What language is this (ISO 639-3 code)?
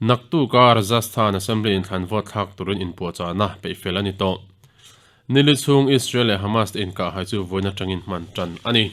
lus